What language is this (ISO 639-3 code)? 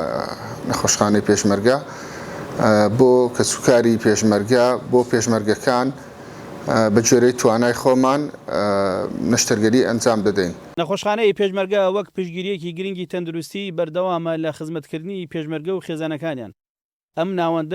ckb